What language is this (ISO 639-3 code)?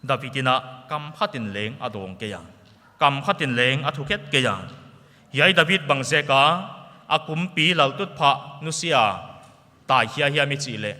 pck